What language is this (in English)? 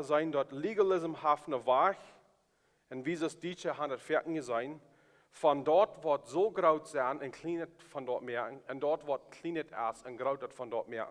Plautdietsch